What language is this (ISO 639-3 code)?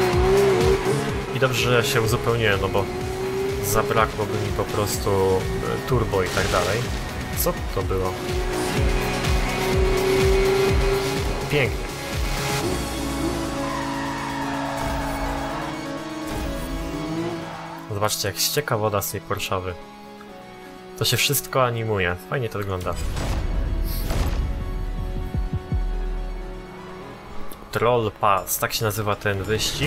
pol